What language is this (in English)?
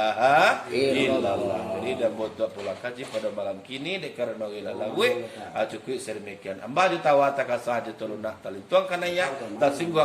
Minangkabau